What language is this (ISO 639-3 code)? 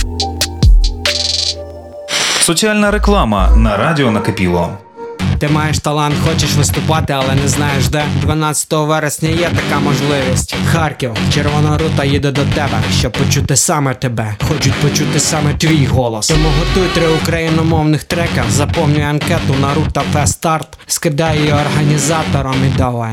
ukr